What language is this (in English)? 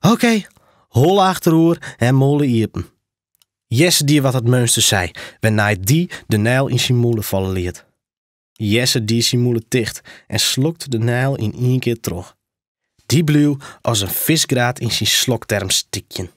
Western Frisian